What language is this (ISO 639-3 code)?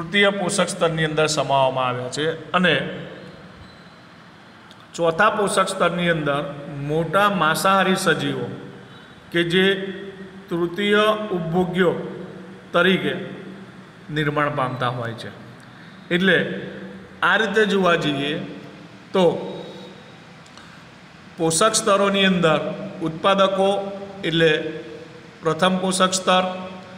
guj